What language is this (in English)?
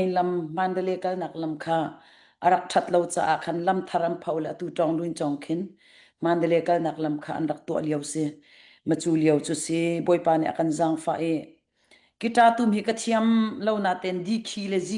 Hakha Chin